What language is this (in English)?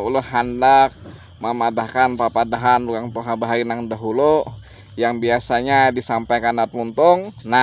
Banjar